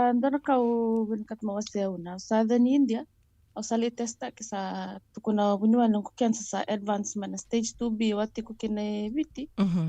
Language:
Fijian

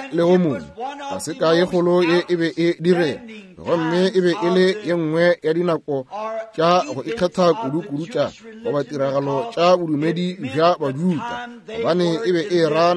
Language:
Northern Sotho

